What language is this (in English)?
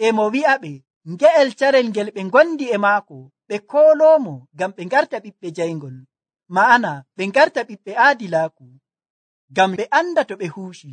Nigerian Fulfulde